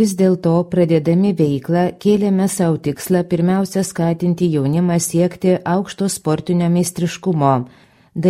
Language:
Lithuanian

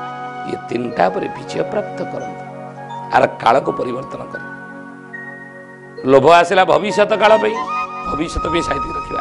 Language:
Odia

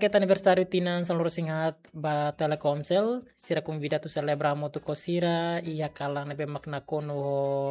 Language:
Tetum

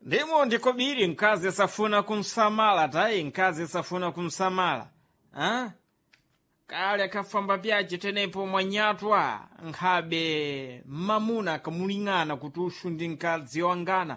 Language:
Sena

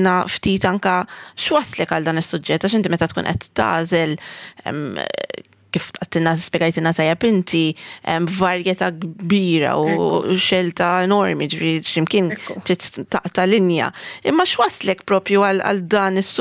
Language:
Maltese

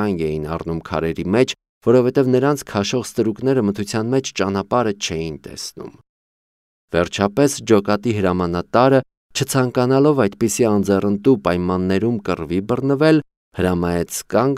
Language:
Armenian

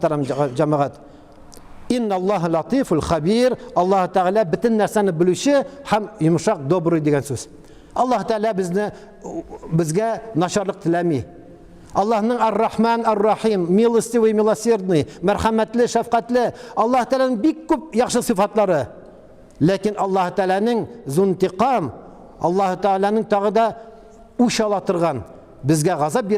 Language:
Tatar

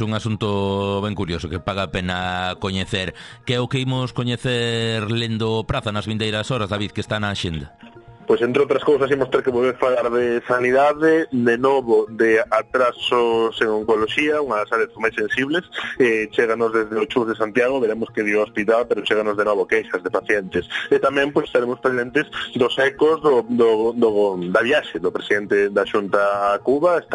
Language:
Galician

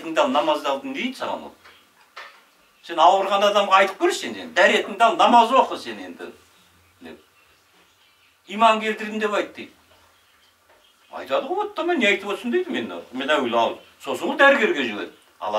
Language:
Kazakh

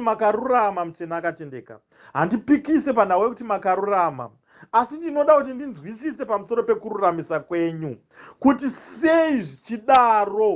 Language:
Shona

